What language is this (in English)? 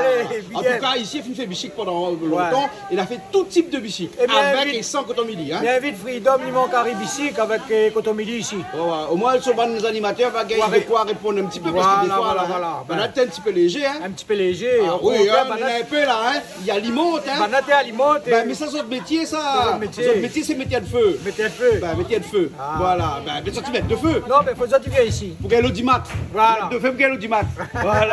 Réunion Creole French